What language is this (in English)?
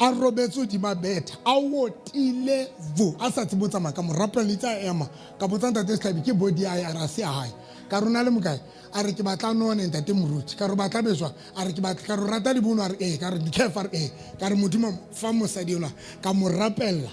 Southern Sotho